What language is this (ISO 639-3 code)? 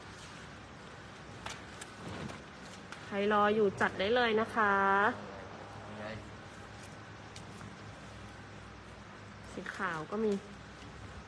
tha